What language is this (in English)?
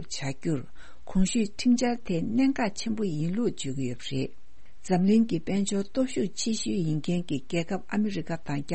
Tibetan